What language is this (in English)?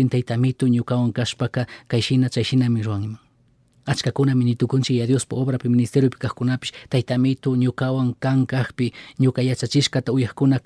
Chimborazo Highland Quichua